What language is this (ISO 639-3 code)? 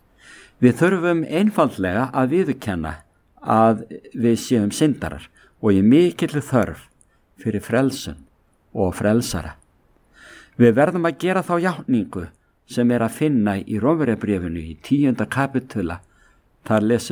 isl